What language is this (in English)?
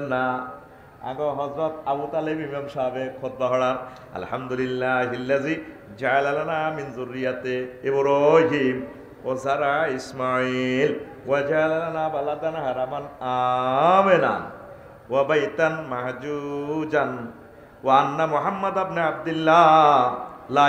Bangla